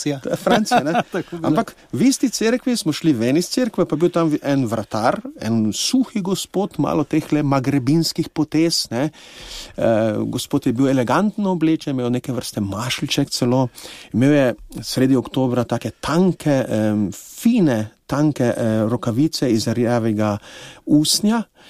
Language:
Slovenian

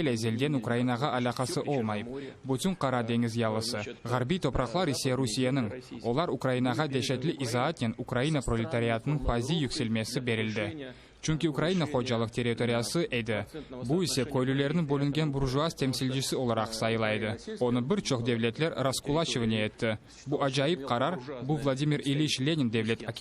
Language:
Crimean Tatar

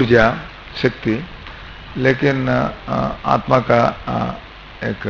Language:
Hindi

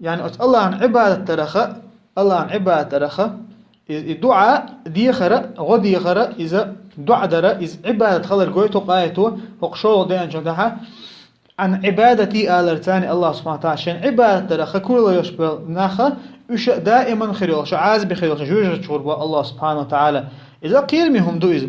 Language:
Chechen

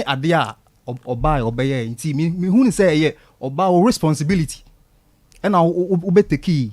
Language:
Akan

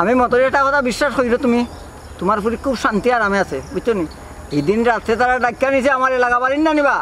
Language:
Sylheti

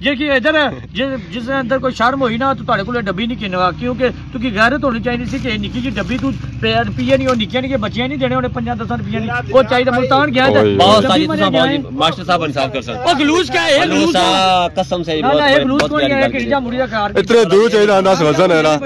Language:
Pahari-Potwari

